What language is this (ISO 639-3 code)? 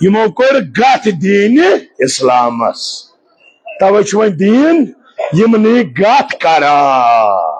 kas